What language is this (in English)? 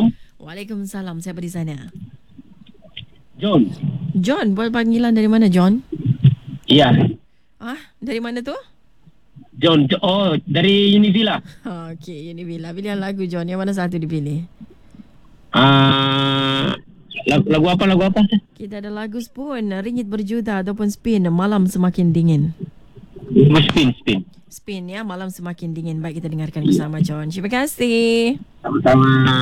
Malay